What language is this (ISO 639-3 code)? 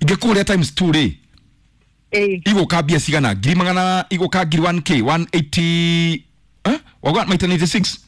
kik